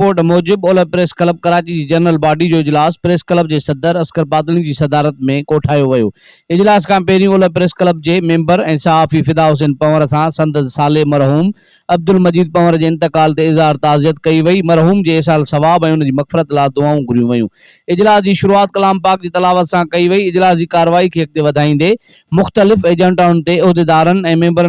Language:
Sindhi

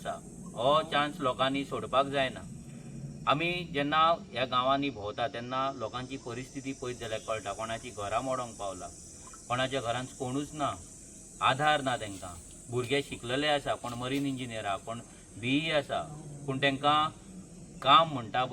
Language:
Konkani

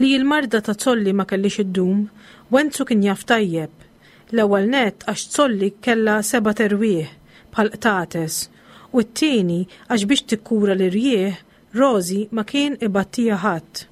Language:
Maltese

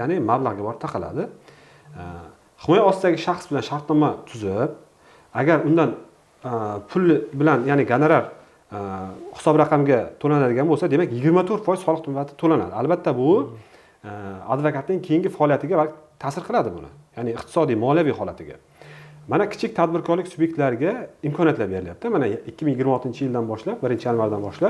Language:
Uzbek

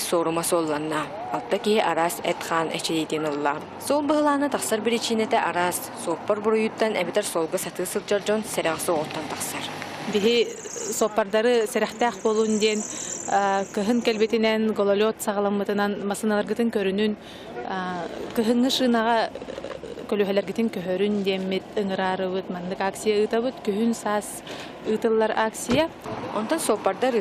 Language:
Yakut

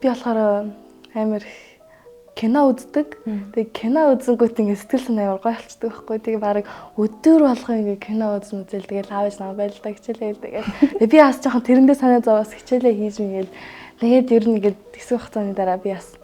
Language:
Mongolian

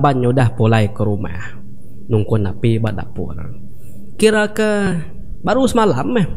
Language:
Iban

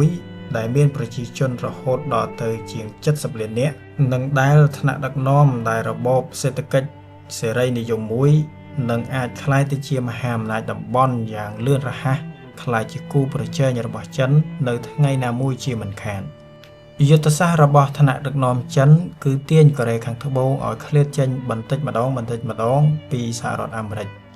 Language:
Khmer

